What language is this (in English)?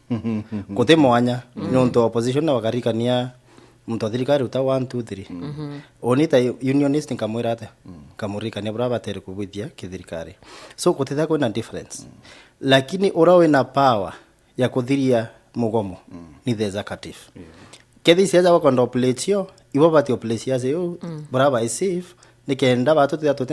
Meru